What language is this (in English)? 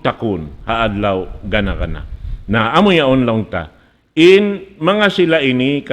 Tausug